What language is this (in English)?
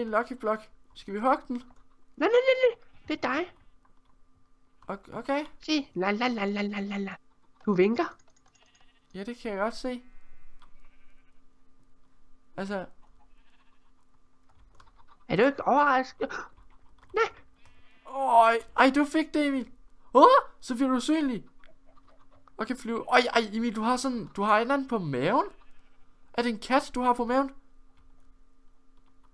Danish